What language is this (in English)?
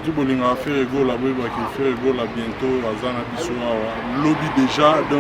Lingala